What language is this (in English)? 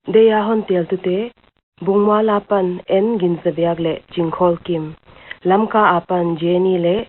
Paite Chin